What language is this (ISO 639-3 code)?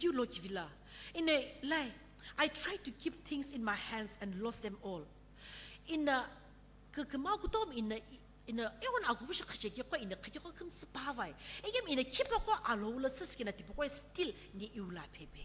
nsm